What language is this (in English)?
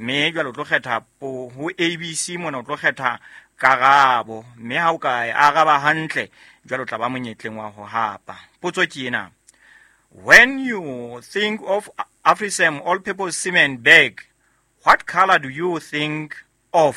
Southern Sotho